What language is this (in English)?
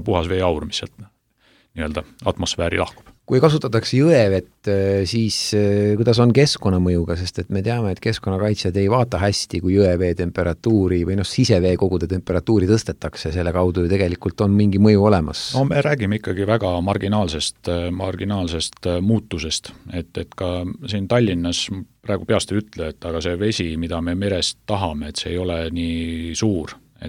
Estonian